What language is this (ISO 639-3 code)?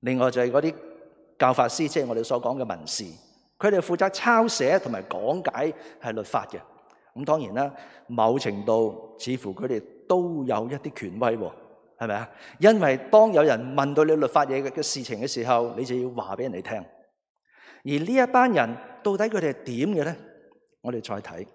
yue